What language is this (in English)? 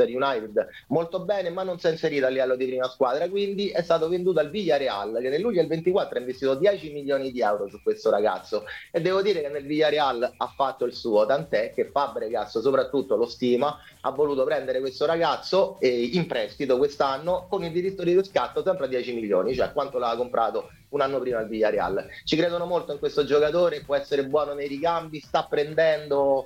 Italian